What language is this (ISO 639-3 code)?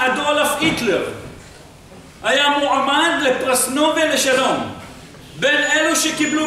heb